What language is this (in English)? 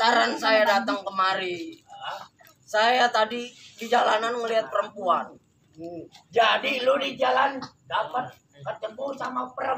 Betawi